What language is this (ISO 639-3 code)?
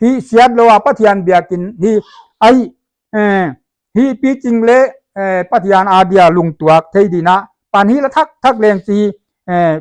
pck